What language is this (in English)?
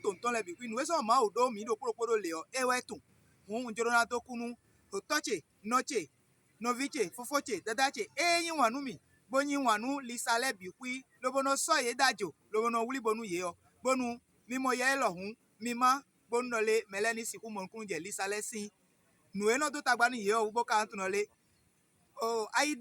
Fon